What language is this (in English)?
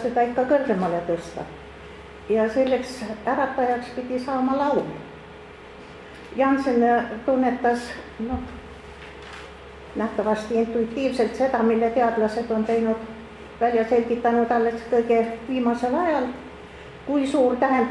Estonian